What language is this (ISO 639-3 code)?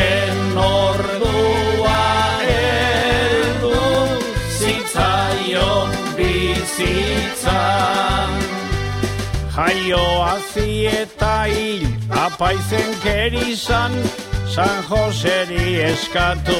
eus